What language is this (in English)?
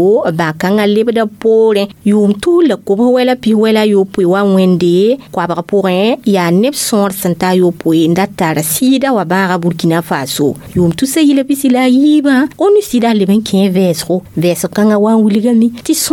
Mossi